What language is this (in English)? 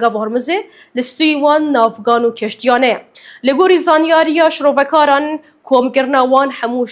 Kurdish